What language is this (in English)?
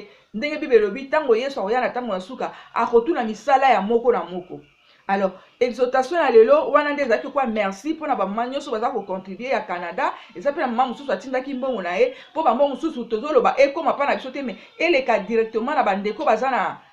Lingala